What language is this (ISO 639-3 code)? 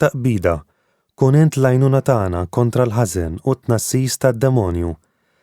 mlt